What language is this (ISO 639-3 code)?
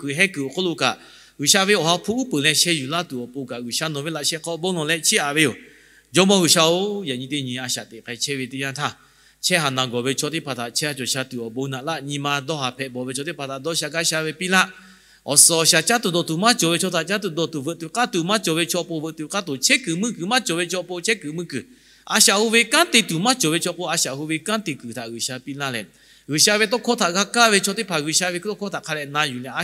lhu